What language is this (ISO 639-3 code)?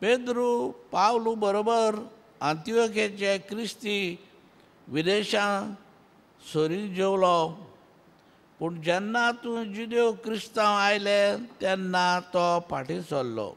kok